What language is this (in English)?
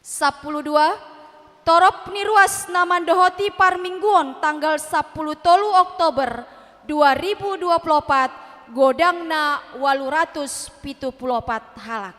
Batak Toba